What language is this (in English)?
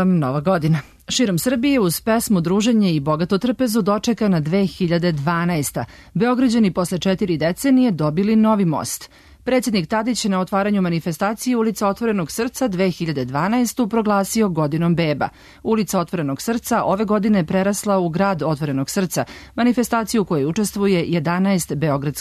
Serbian